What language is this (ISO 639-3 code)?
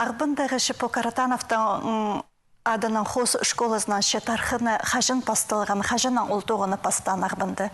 kjh